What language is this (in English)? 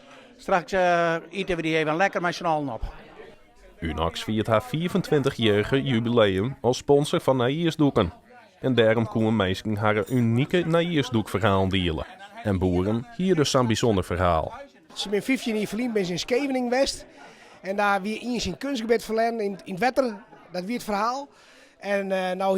Western Frisian